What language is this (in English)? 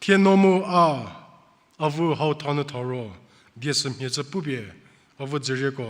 Angami Naga